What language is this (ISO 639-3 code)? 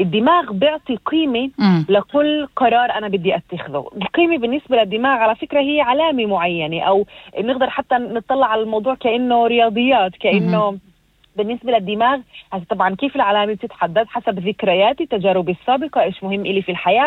apc